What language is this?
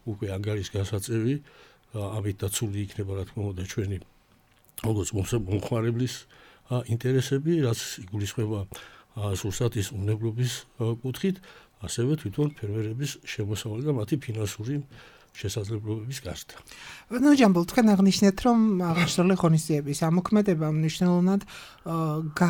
Georgian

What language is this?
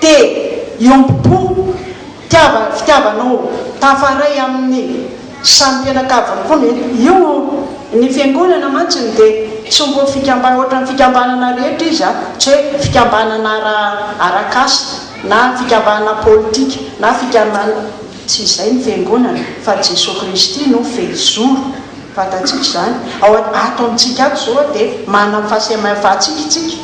Malagasy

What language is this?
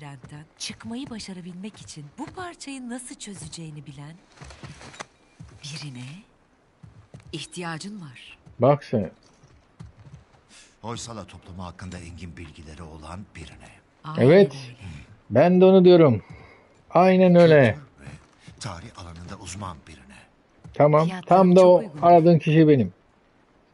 Turkish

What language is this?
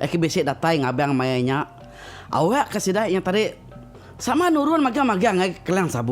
Iban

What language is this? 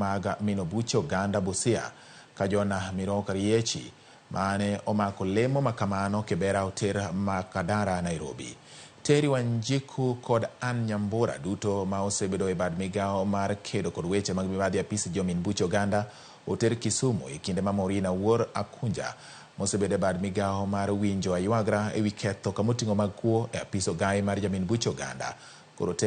Luo (Kenya and Tanzania)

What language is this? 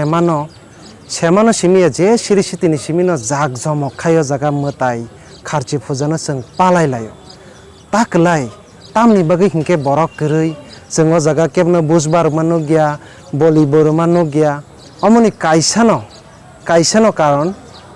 Kok Borok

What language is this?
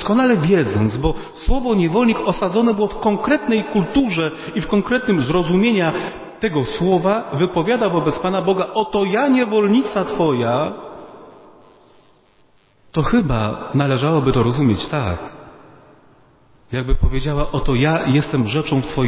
Polish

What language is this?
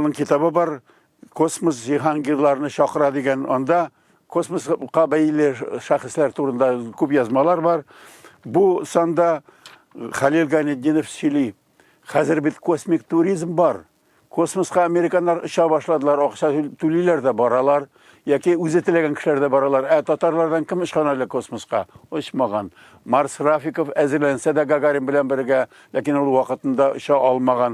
Tatar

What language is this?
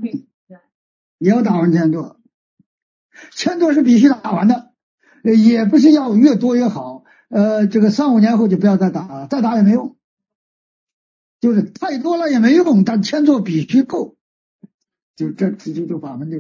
Chinese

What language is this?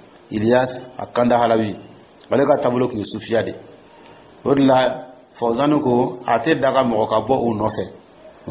Dyula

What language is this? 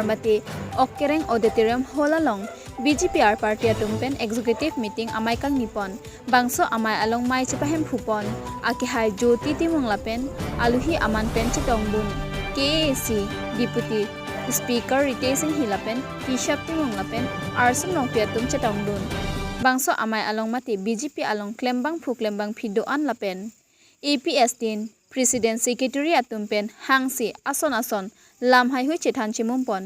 Karbi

